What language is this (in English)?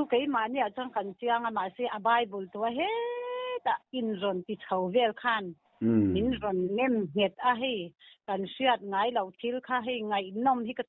Mizo